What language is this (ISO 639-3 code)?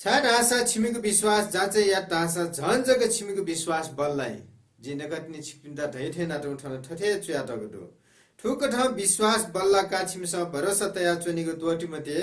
new